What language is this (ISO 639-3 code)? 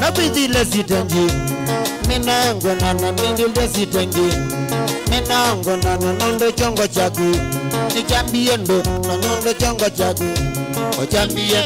kam